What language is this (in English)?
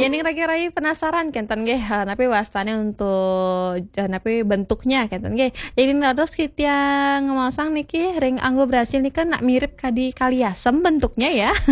Balinese